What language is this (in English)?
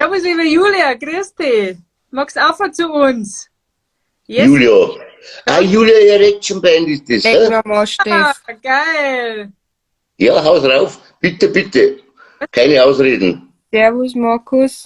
Bavarian